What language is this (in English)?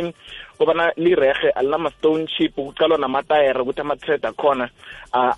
South Ndebele